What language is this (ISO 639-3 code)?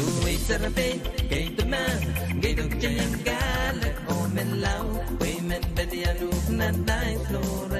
pon